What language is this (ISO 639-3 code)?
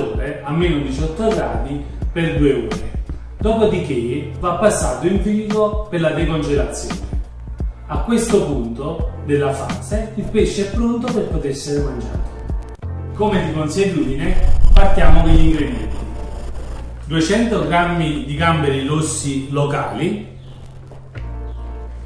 ita